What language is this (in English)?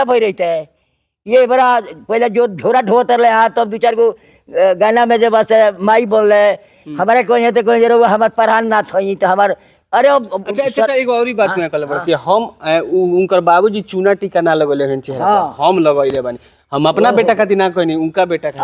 Bhojpuri